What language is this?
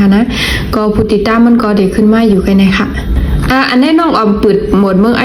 Shan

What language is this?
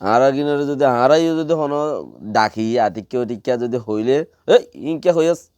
Rohingya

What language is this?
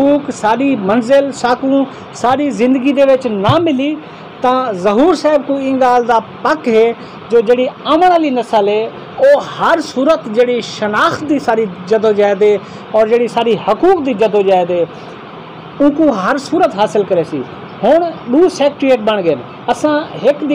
Saraiki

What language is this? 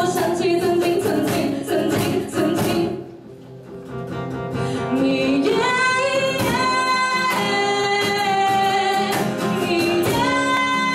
Chinese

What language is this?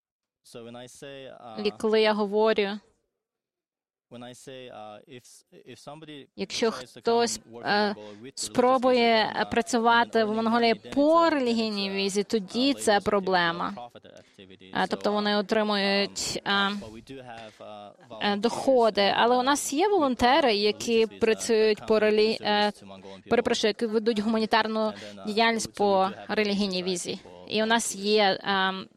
Ukrainian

